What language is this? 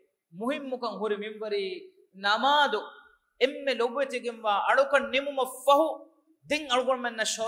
Divehi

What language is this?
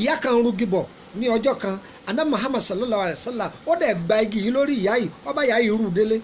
Yoruba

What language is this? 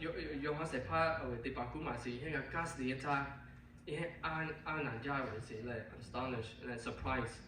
Lahu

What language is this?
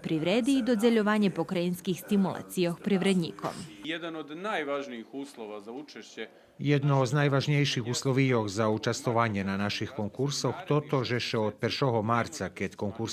Rusyn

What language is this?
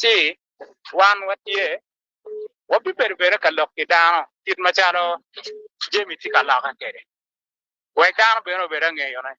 Acoli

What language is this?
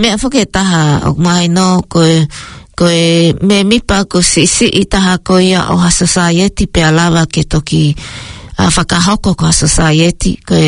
Tongan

